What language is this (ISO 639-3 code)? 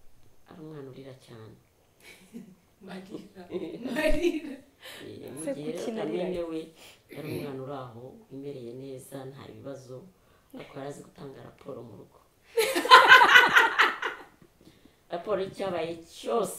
kin